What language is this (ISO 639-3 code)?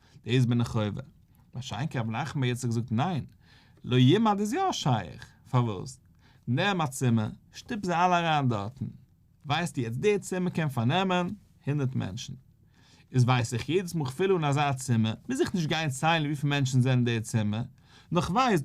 yid